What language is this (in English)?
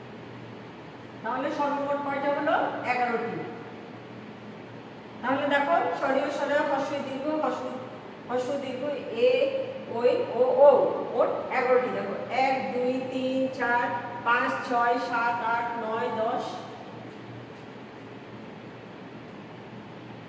Bangla